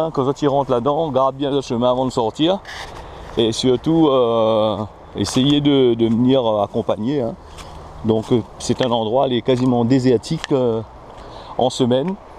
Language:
Réunion Creole French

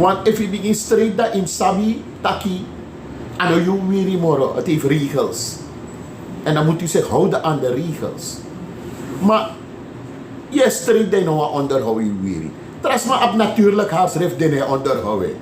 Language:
Sranan Tongo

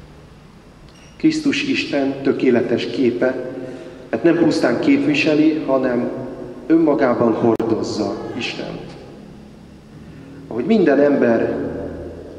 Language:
Hungarian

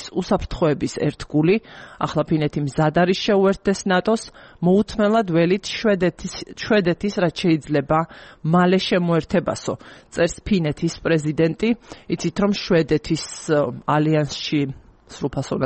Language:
Georgian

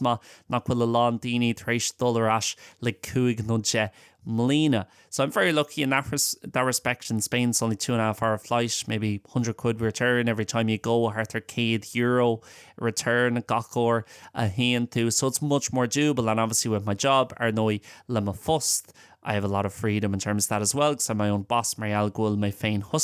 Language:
Irish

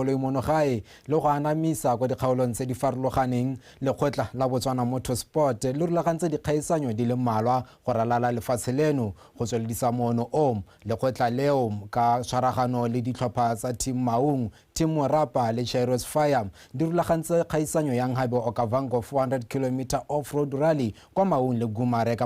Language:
Tswana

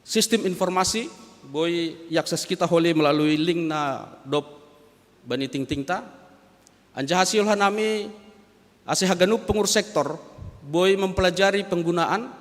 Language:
Batak Simalungun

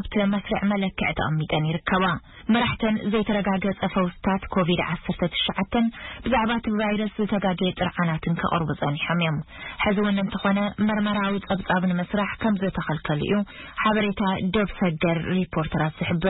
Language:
Tigrinya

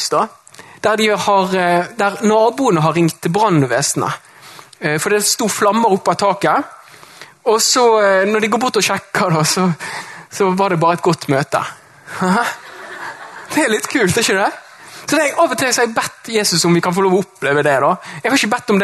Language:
Norwegian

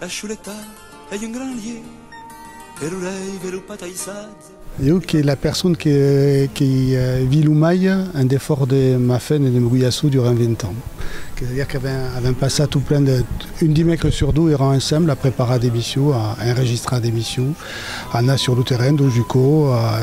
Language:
Occitan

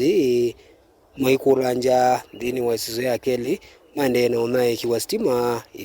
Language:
Kamba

